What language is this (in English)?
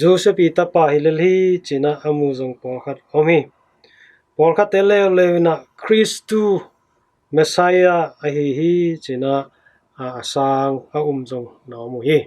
Tedim Chin